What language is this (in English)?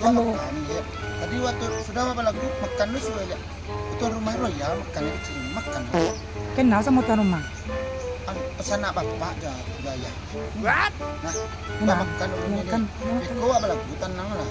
Minangkabau